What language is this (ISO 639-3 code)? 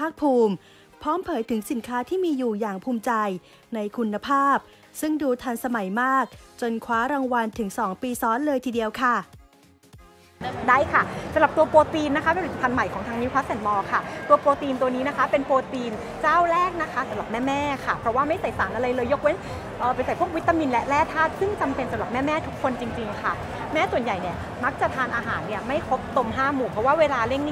tha